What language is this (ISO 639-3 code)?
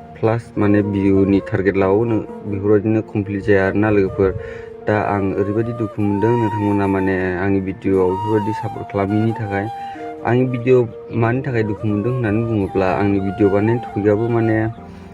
brx